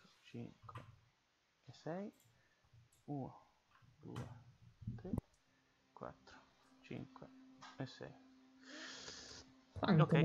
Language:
Italian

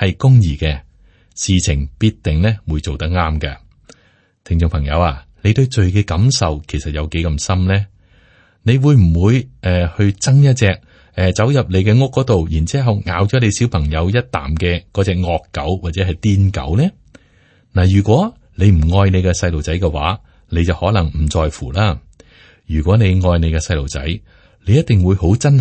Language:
Cantonese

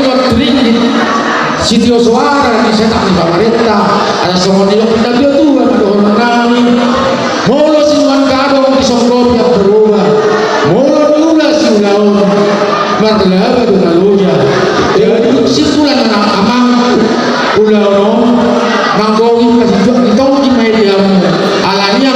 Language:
Batak Toba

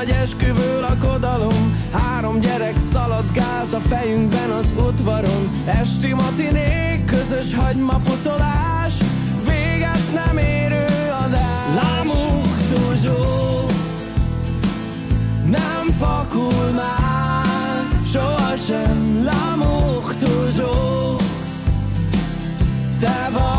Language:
Hungarian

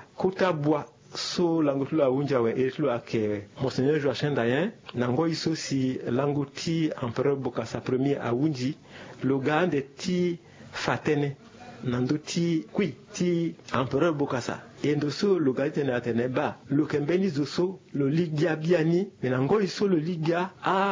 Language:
Sango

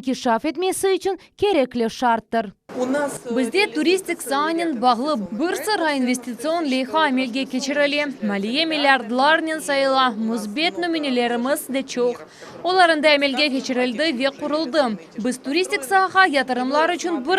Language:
Crimean Tatar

